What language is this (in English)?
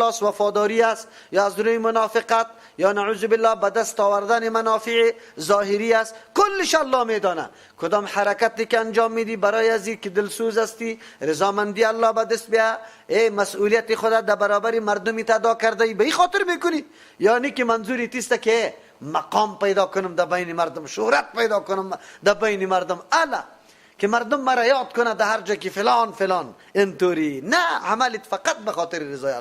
Persian